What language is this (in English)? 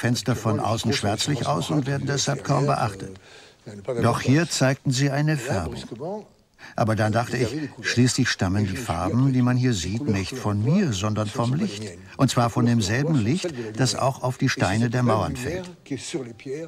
German